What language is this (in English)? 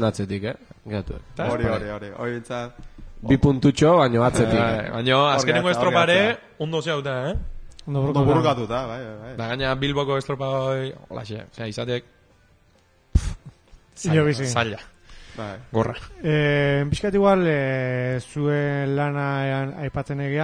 Basque